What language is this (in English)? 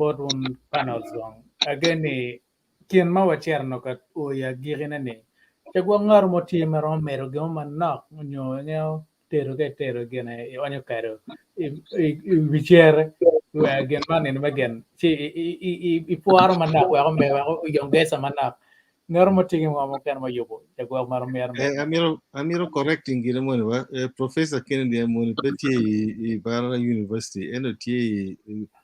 Acoli